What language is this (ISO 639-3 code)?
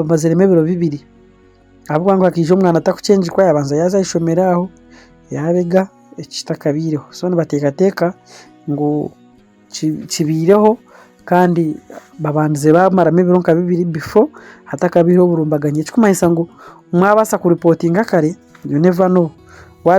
nyn